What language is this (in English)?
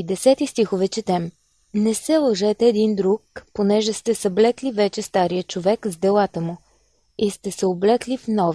Bulgarian